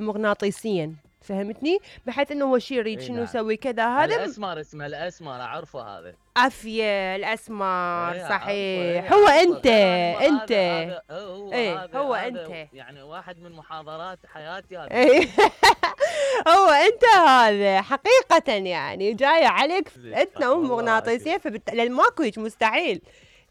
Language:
Mesopotamian Arabic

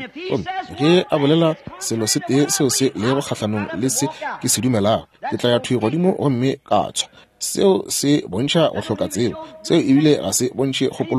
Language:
Northern Sotho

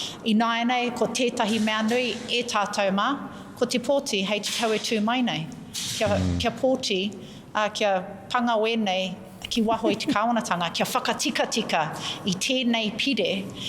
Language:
Māori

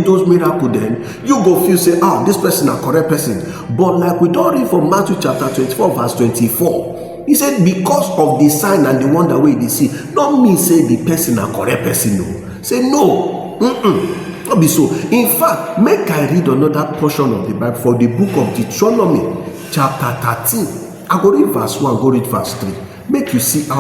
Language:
Nigerian Pidgin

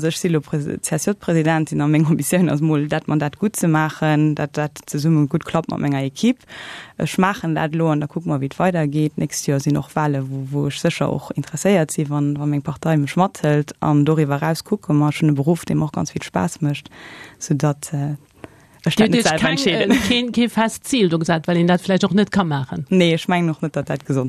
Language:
Luxembourgish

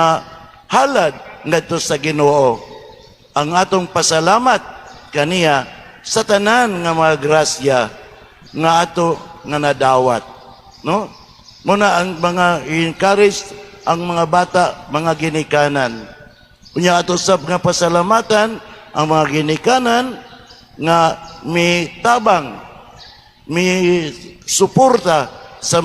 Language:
Cebuano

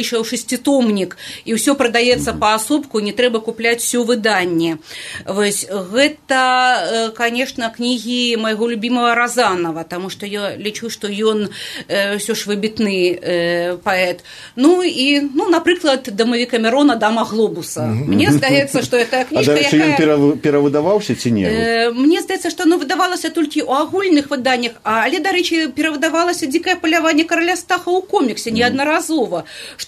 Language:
Belarusian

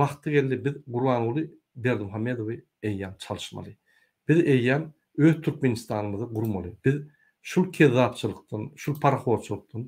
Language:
Turkmen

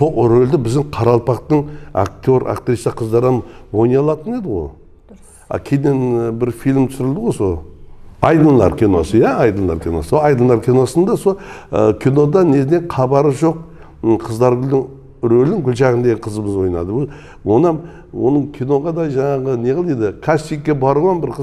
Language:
Kara-Kalpak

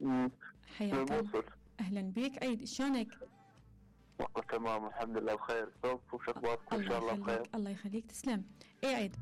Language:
Mesopotamian Arabic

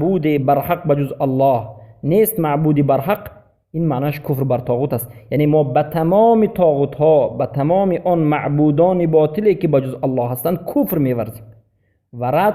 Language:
Persian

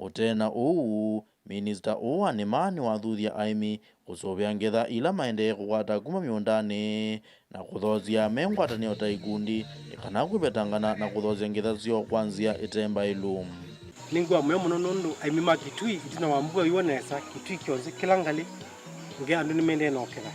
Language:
Kamba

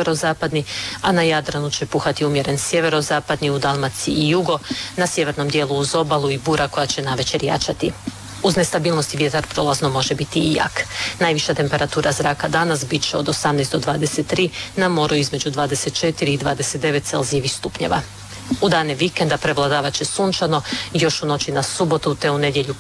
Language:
Croatian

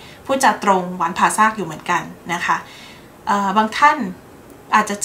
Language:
Thai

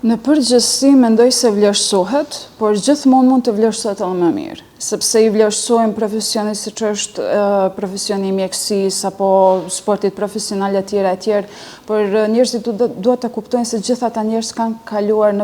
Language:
Albanian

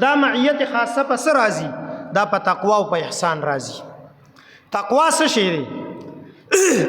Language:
Pashto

